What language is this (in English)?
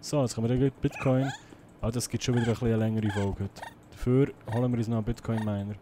Swiss German